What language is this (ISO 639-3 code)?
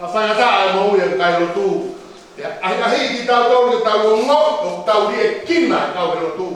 ton